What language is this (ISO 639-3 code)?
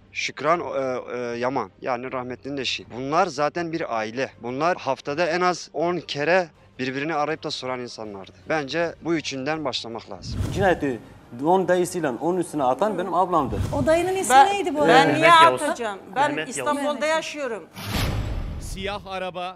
tur